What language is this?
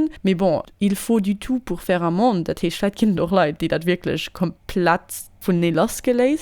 Luxembourgish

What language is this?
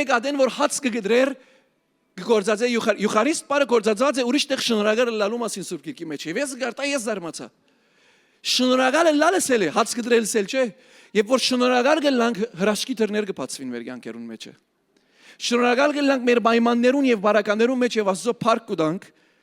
Western Armenian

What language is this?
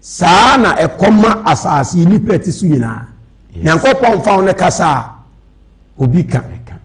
Akan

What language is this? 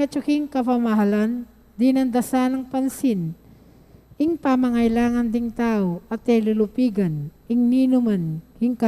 Pampanga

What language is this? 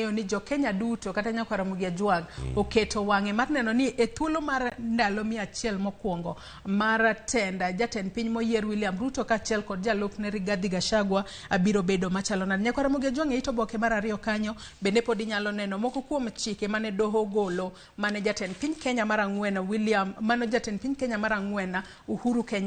Luo (Kenya and Tanzania)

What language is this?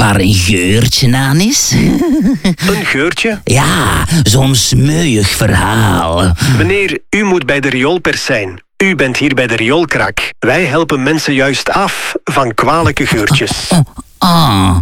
Dutch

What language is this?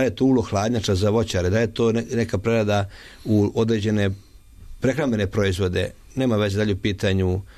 Serbian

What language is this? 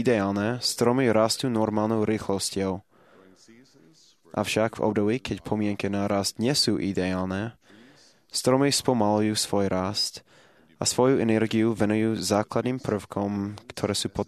Slovak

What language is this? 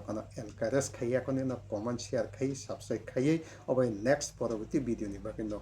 Kok Borok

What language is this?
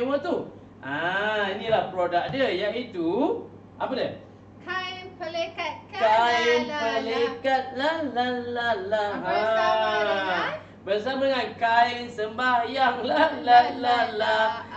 Malay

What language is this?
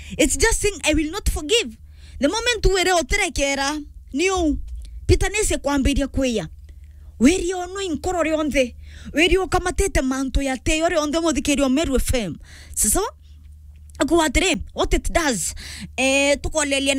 Meru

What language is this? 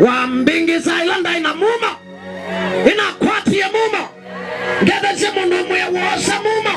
Kamba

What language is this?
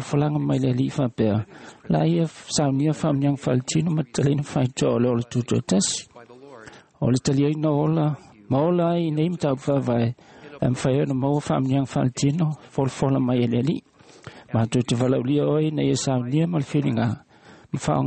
Samoan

